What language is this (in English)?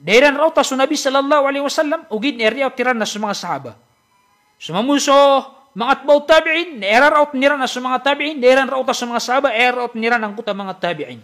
Maranao